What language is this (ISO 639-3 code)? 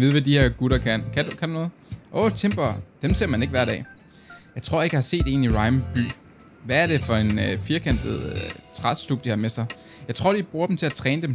dan